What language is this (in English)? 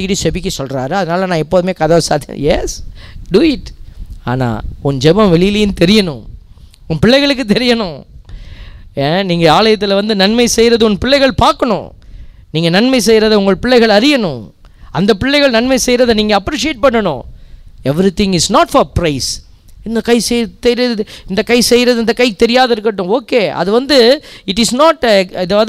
Tamil